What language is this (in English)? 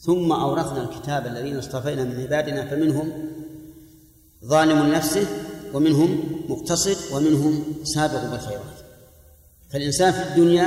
Arabic